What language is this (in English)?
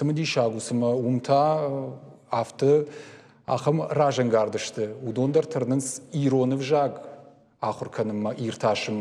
Ossetic